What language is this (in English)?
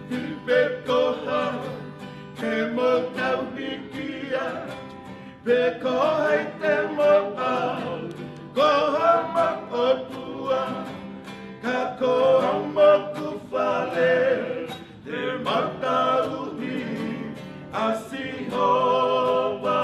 Tongan